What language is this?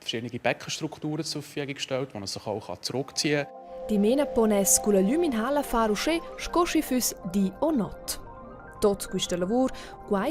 Romansh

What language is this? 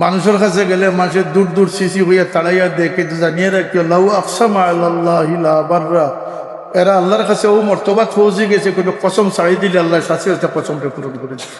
Sylheti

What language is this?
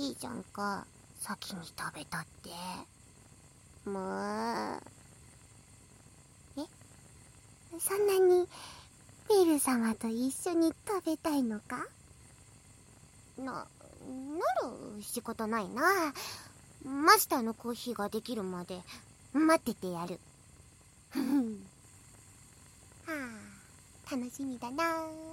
Japanese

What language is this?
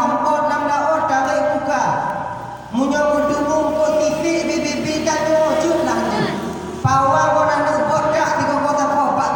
Achinese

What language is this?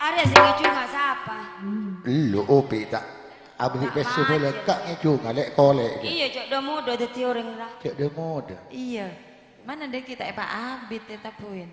Madurese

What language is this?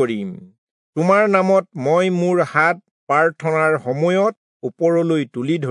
Assamese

